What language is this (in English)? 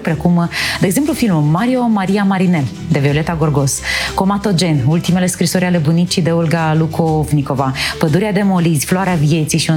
Romanian